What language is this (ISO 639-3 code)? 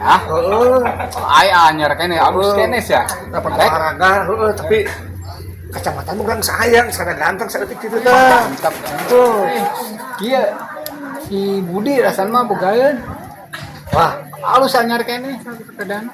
sun